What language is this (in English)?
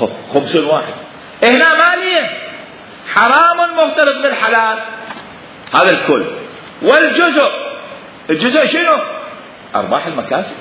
Mesopotamian Arabic